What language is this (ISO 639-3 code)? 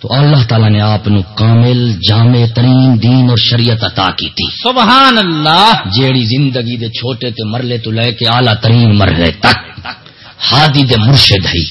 skr